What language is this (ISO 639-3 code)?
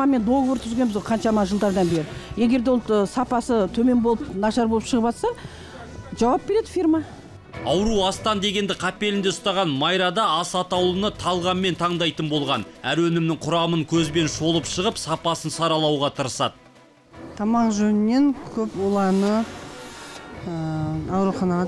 kaz